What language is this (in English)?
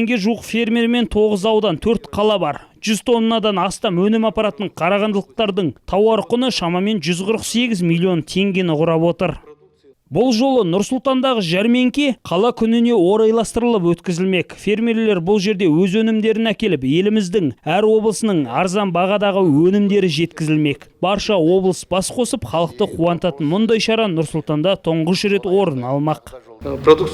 Kazakh